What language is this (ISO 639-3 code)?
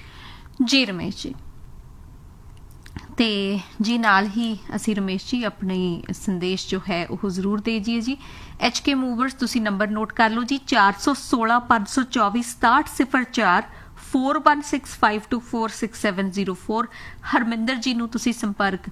pan